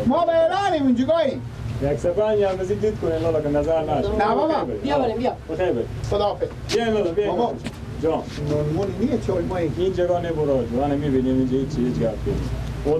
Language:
Persian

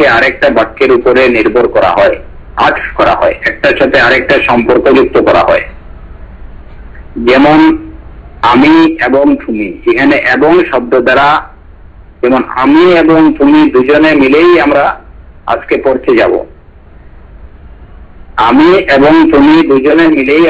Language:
Bangla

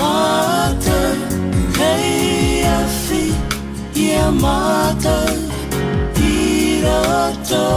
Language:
Māori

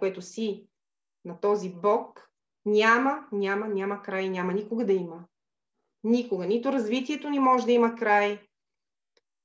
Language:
Bulgarian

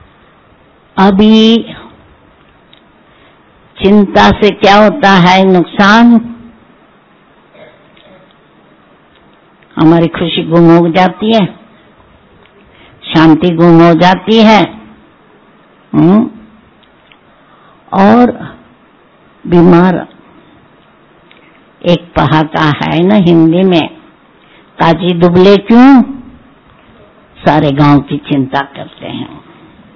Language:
Hindi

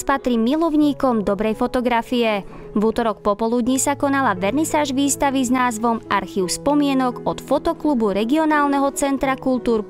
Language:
Slovak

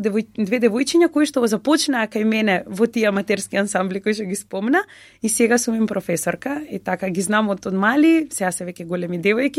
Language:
Macedonian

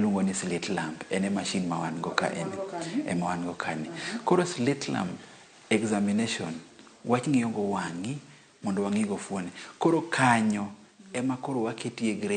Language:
Luo (Kenya and Tanzania)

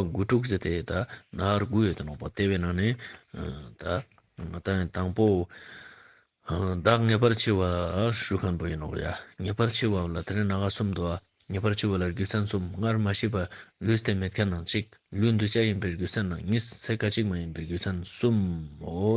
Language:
Ladakhi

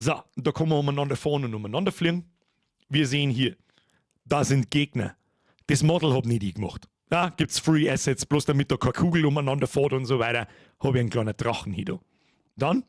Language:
Bavarian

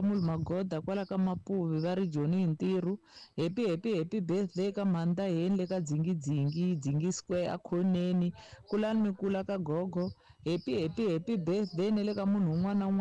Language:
Tsonga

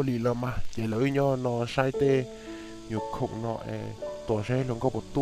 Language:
Hmong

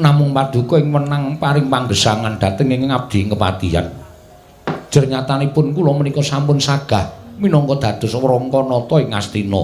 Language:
Javanese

